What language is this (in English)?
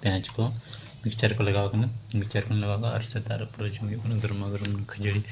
Santali